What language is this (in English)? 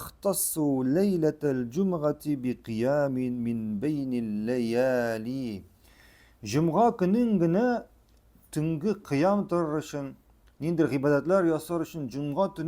Tatar